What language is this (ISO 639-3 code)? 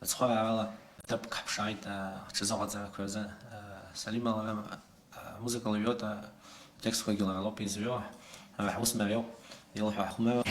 abk